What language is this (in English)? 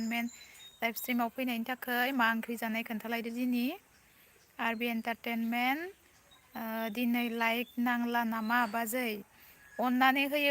Bodo